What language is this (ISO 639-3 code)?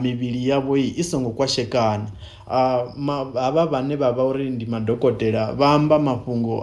ven